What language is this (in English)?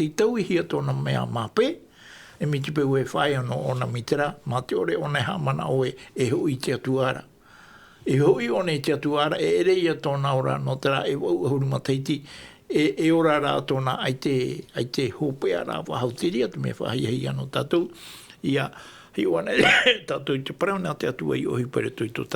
Tahitian